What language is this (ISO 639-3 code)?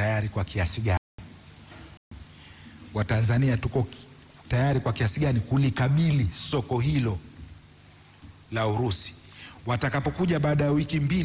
swa